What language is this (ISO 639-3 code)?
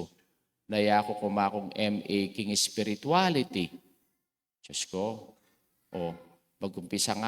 pam